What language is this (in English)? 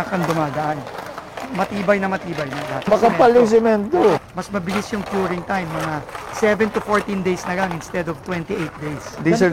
Filipino